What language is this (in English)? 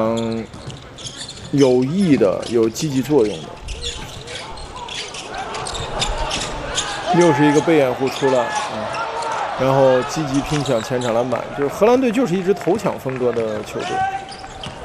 Chinese